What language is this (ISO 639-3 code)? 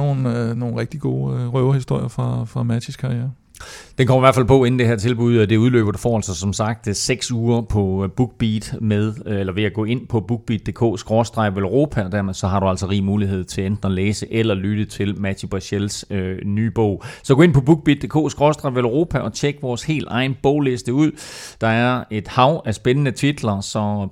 dan